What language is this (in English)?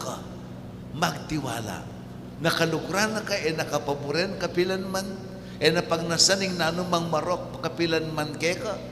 Pampanga